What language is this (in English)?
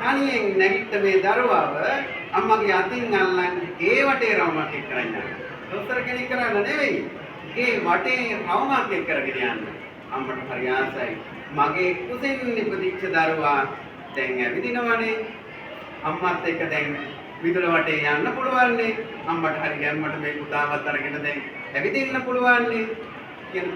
Sinhala